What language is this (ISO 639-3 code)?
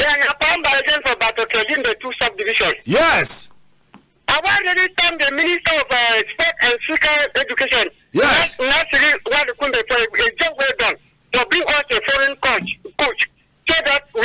wes